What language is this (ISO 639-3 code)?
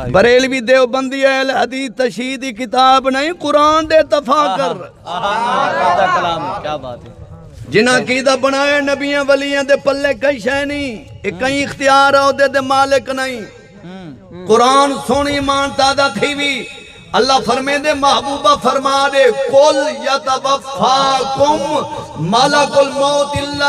skr